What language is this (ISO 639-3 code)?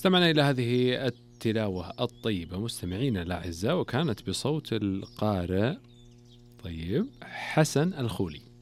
ara